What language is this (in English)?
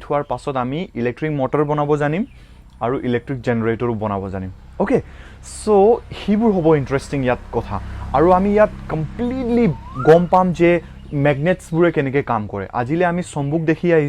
Assamese